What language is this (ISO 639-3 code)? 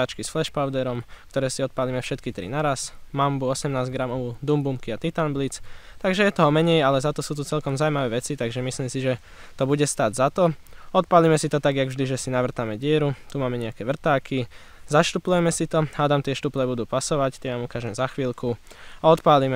slk